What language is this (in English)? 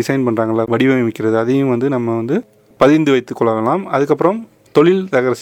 Tamil